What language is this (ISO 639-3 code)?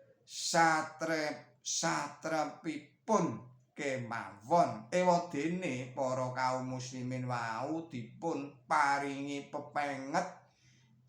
jav